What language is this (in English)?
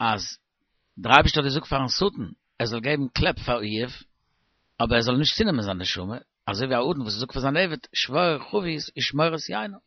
Yiddish